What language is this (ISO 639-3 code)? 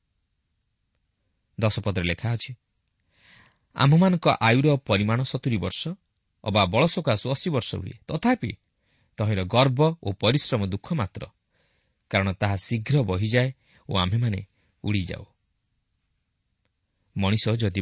ori